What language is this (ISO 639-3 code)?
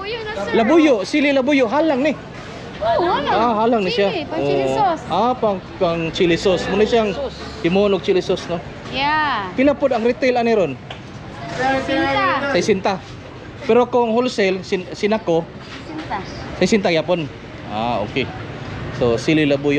ceb